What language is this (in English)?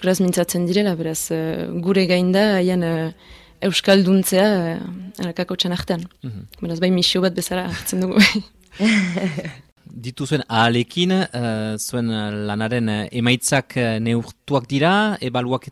Basque